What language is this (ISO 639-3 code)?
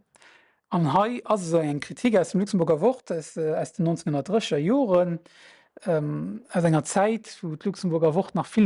ltz